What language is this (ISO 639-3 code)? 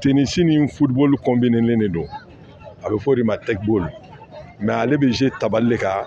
bam